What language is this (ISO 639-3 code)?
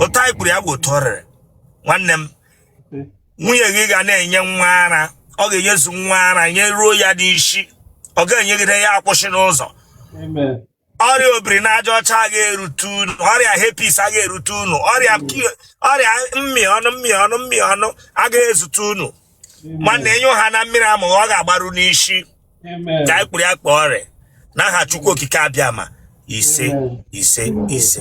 ibo